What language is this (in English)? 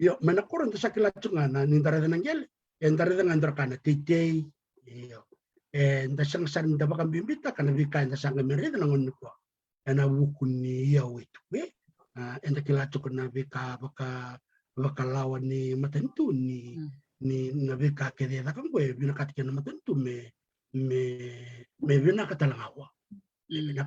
Fijian